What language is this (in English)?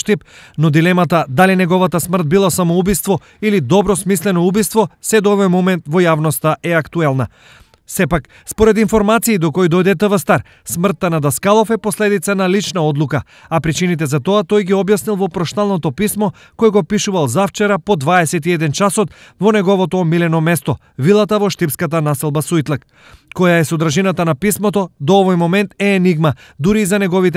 Macedonian